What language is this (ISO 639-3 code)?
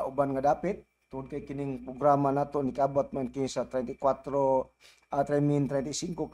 ceb